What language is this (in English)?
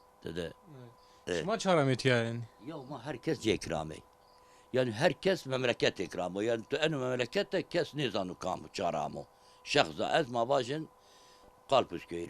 Zaza